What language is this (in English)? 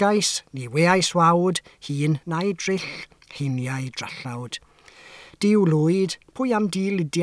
Welsh